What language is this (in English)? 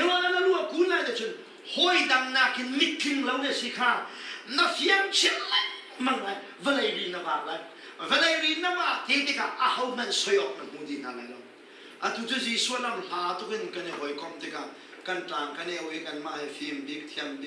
Hakha Chin